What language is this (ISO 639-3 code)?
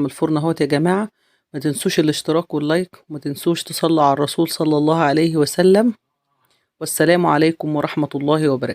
arz